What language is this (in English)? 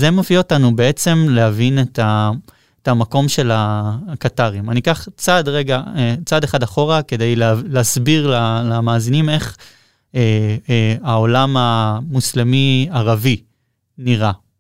Hebrew